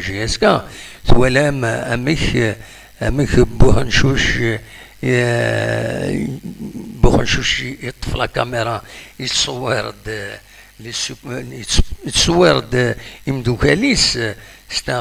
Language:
Kabyle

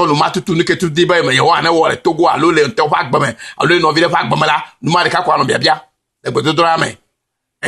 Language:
Ewe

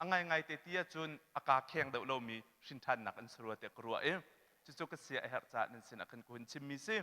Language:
Hakha Chin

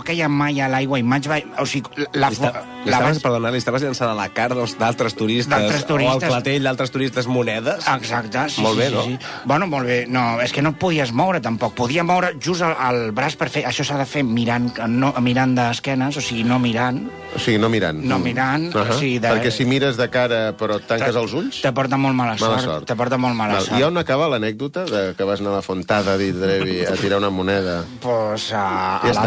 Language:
Catalan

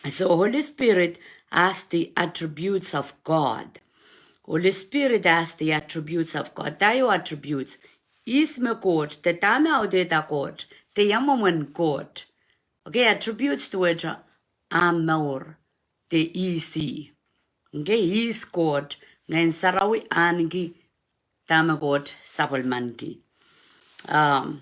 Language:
Pohnpeian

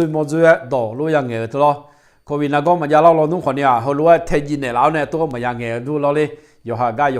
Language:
Akha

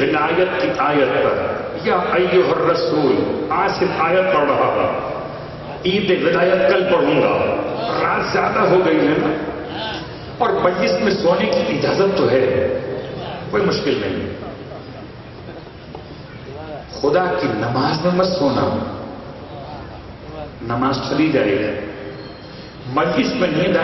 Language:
Urdu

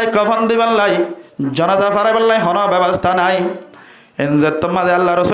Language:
Rohingya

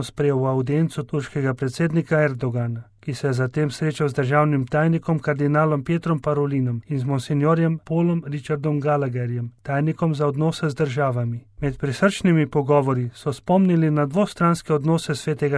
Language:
Slovenian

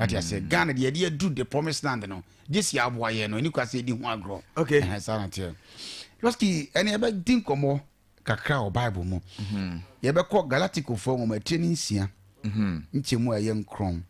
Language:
Akan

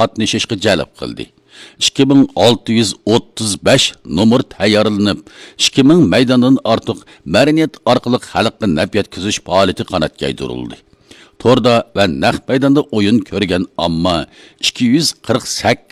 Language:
Uyghur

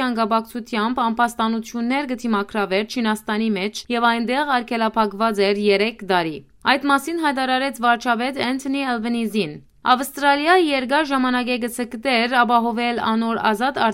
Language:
Western Armenian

